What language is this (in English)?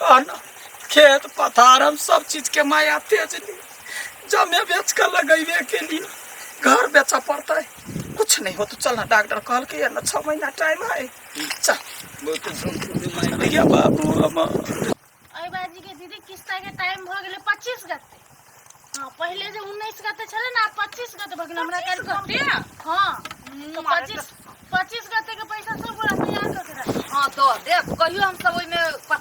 Maithili